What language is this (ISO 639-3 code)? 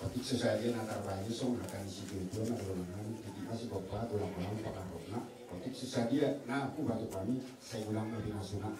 bbc